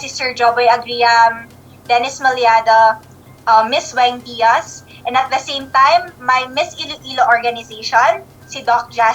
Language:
Hiligaynon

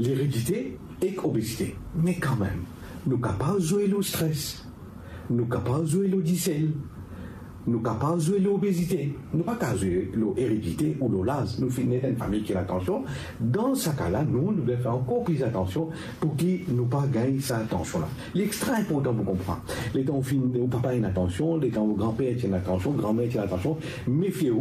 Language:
Morisyen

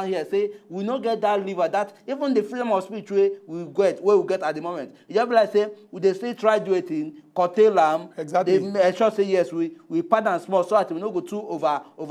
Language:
Nigerian Pidgin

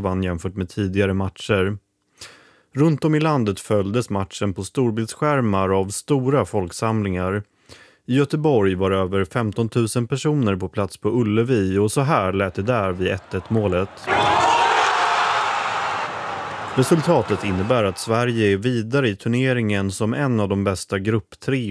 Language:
Swedish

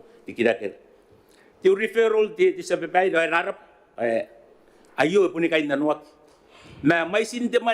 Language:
Gilbertese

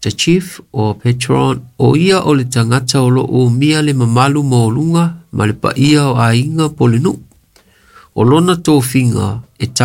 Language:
Samoan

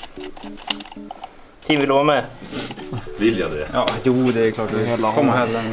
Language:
Swedish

